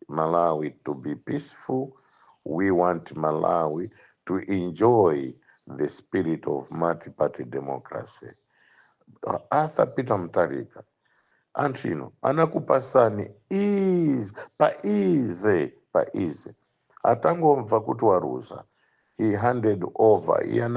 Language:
Nyanja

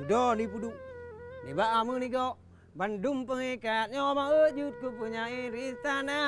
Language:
Achinese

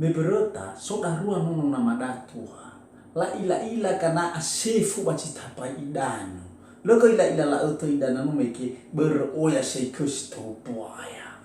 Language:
Nias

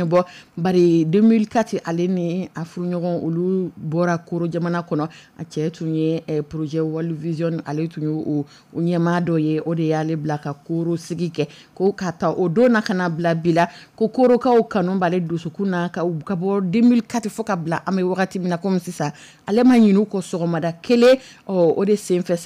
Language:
Dyula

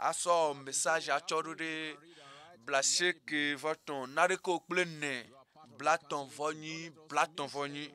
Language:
Ewe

